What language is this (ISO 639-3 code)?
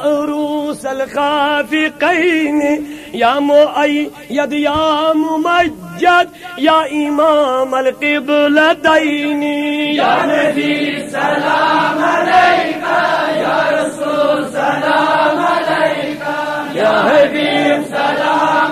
kas